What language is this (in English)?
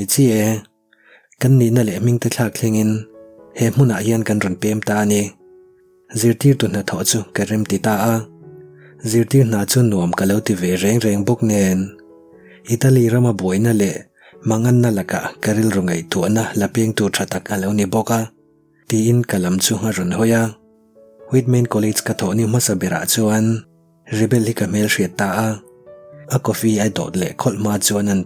Mizo